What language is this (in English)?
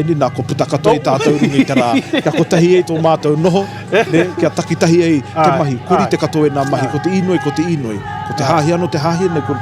Māori